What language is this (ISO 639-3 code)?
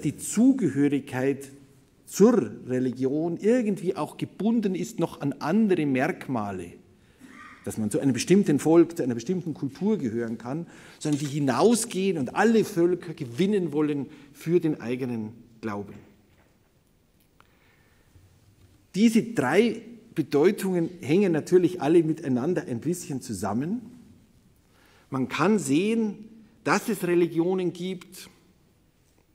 deu